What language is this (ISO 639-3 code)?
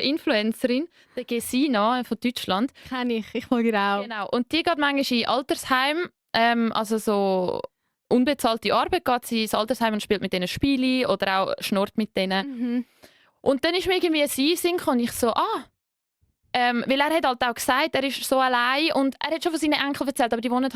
gsw